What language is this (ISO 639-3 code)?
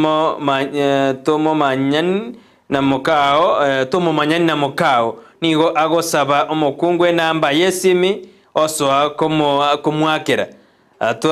guz